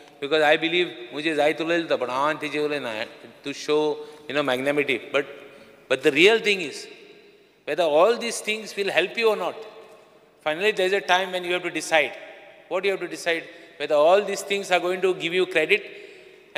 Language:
Konkani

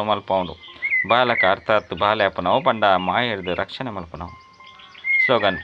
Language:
Tulu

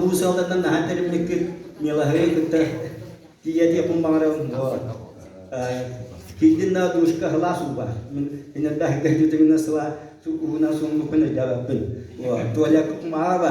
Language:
Yakut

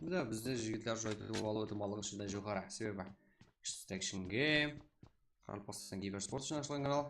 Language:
Kara-Kalpak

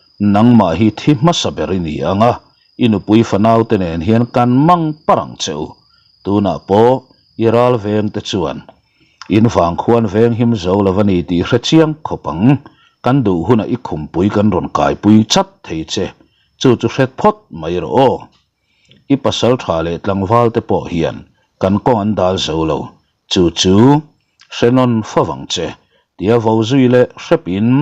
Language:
Mizo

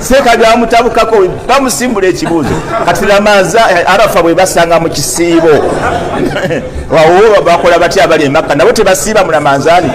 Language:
Ganda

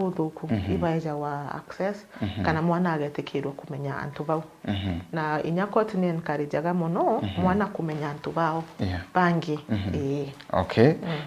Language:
Meru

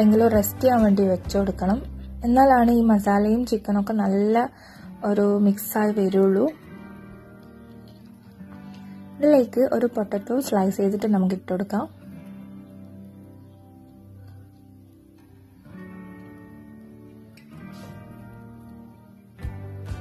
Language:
Malayalam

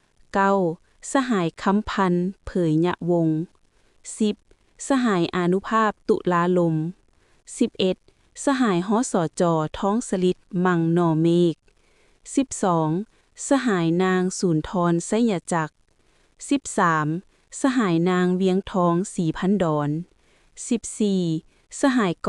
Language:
Lao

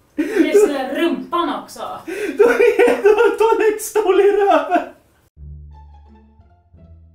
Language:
Swedish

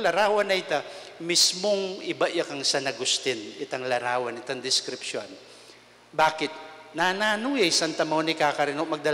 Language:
Pampanga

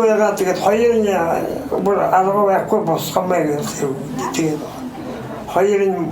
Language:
Buriat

